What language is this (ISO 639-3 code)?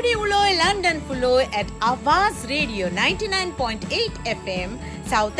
kok